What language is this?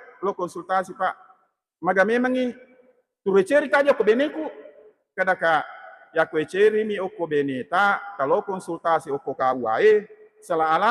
Buginese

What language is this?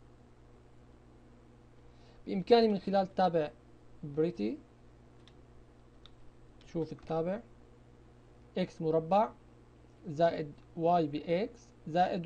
Arabic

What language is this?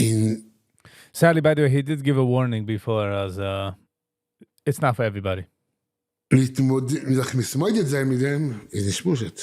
Yiddish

